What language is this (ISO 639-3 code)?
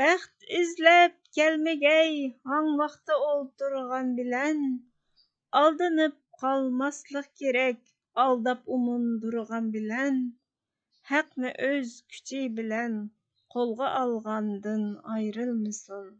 uig